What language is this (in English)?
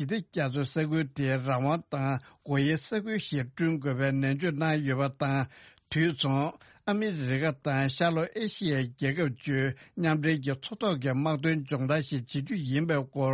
Tibetan